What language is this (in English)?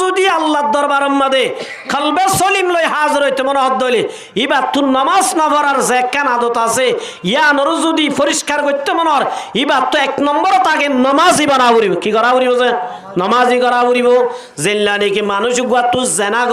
Rohingya